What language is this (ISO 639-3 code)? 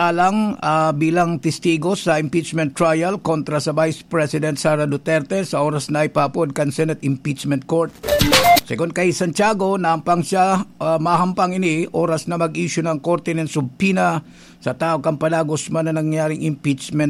bik